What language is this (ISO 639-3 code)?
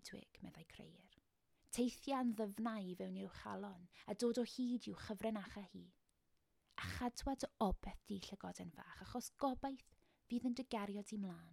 cym